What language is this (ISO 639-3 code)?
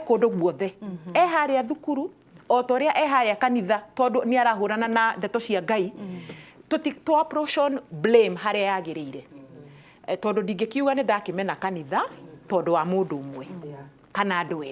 kik